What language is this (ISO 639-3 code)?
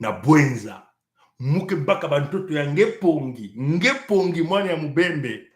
mkw